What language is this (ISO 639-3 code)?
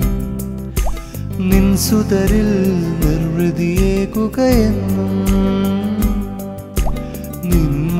mal